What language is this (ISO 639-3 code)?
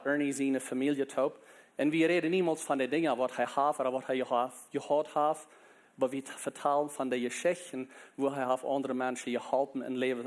pdt